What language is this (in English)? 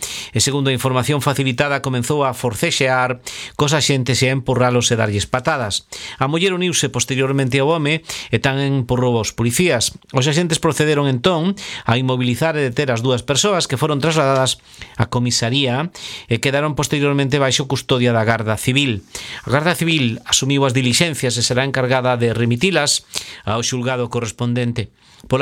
Galician